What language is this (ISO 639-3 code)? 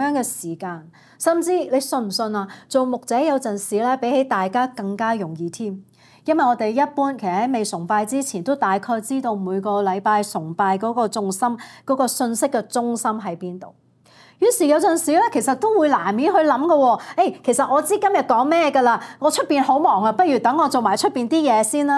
yue